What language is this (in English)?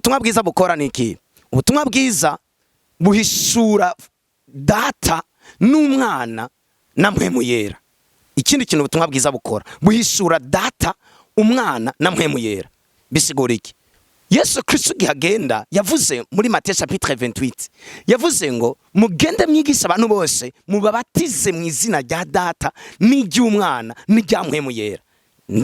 Rundi